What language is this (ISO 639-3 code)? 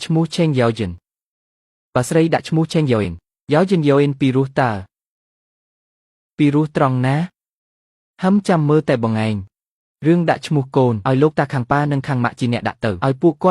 khm